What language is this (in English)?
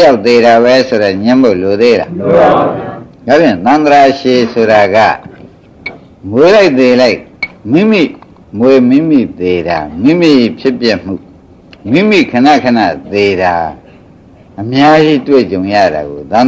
Burmese